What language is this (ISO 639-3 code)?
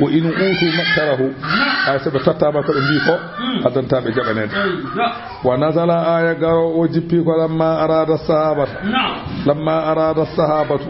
ful